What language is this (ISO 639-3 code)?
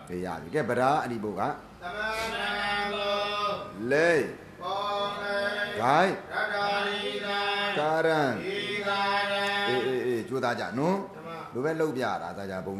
mya